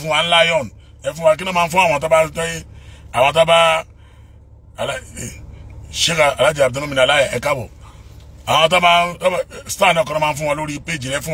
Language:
Yoruba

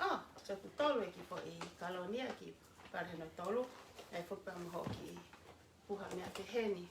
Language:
Tongan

